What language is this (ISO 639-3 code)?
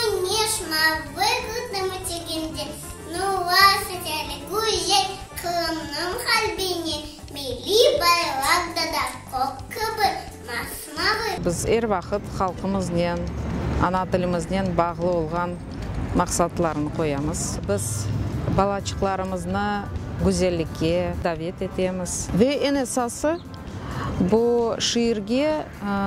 crh